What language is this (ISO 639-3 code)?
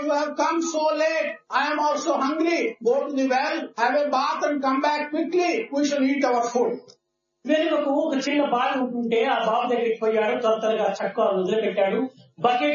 tel